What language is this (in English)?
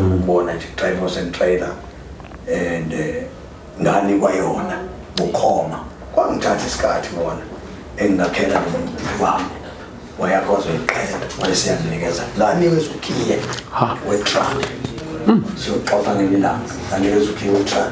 Zulu